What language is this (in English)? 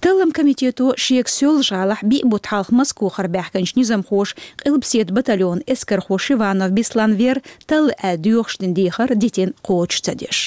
Chechen